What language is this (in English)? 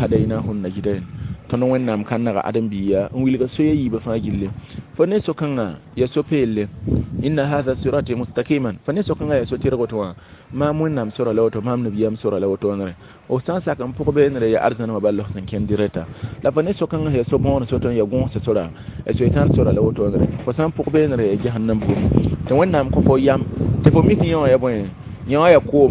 Mossi